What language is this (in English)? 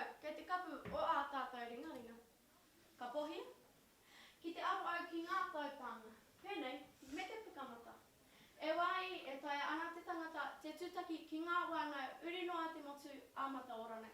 Māori